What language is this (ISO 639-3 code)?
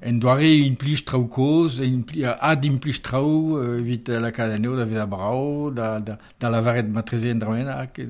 bre